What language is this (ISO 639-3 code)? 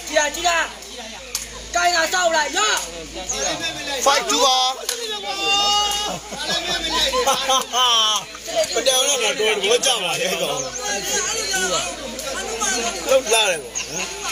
mya